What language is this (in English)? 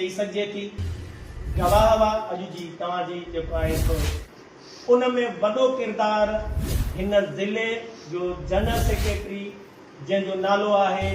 Sindhi